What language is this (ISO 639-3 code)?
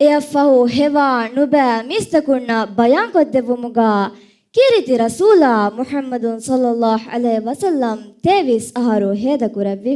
div